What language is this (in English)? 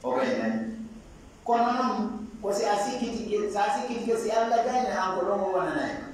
Fula